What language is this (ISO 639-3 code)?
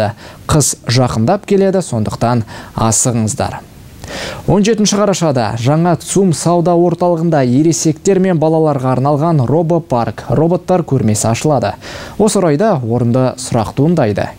kaz